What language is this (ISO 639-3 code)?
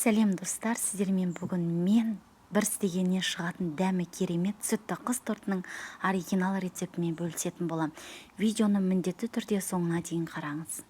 kaz